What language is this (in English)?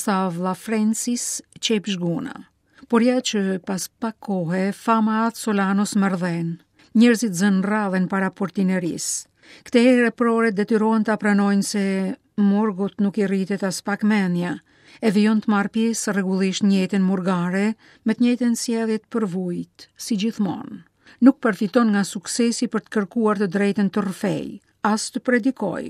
Albanian